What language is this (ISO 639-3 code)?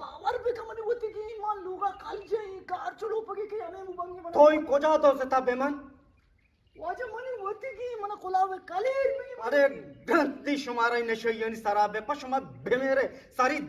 bgp